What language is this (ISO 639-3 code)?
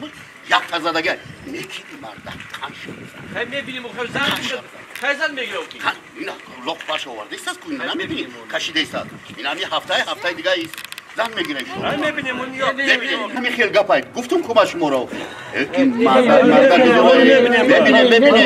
tgk